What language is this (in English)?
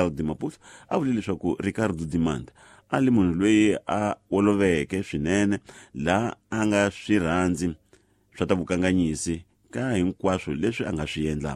Tsonga